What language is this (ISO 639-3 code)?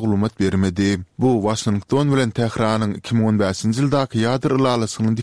tuk